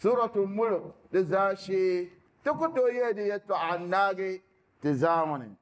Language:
Dagbani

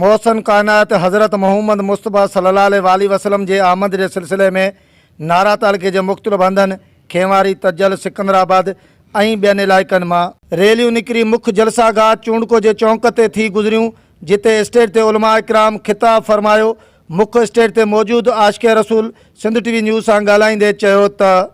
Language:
Sindhi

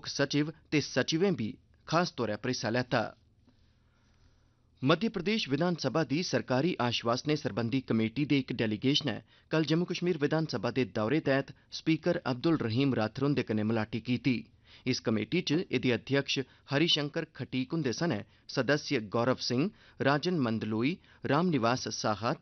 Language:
Dogri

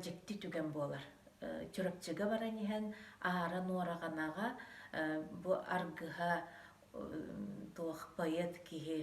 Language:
Yakut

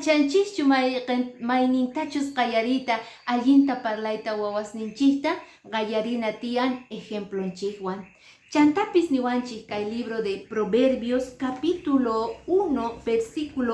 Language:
Quechua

